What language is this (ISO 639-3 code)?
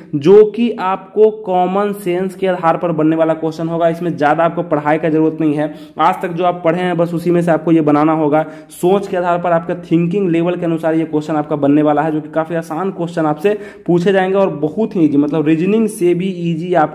hin